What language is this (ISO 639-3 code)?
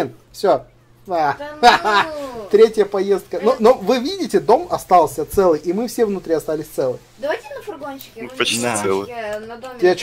rus